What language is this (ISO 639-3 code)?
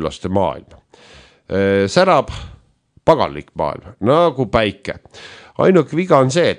est